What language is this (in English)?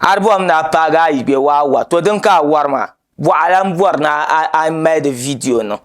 Dagbani